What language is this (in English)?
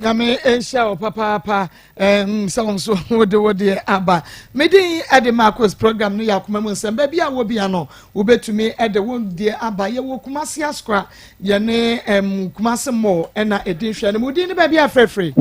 Akan